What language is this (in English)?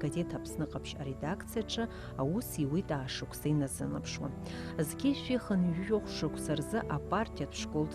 Abkhazian